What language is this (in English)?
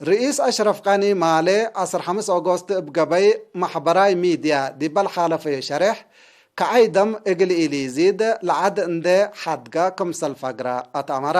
Tigre